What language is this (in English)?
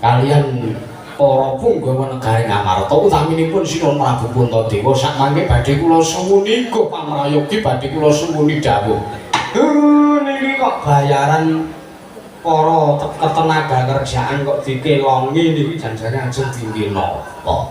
Javanese